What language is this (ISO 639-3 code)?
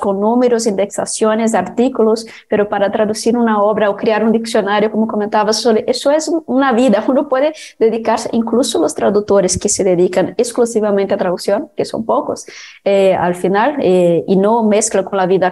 spa